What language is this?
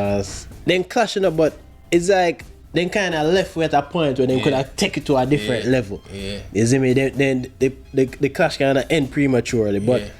Jamaican Creole English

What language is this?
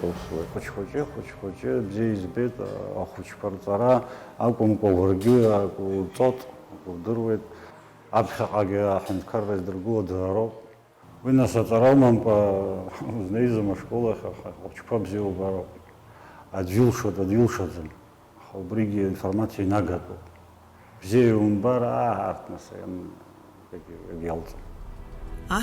Abkhazian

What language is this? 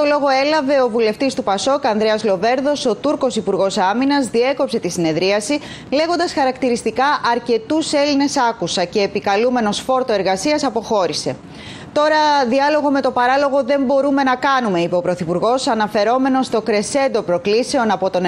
Greek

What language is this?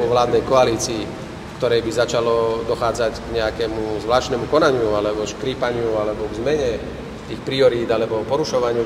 Slovak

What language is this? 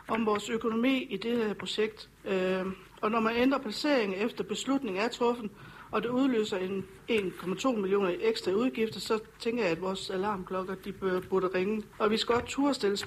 Danish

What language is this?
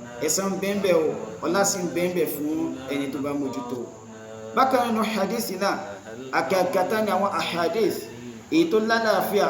Yoruba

